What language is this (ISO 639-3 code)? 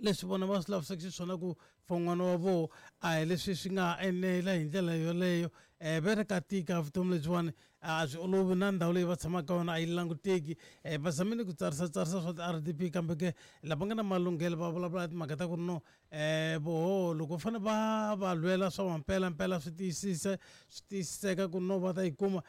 tso